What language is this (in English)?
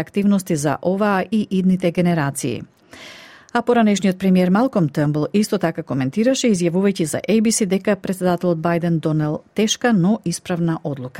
Macedonian